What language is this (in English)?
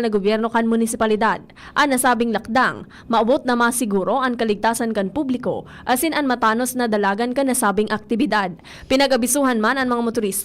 Bikol